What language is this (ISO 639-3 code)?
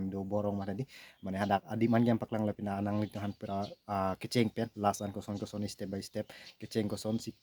mjw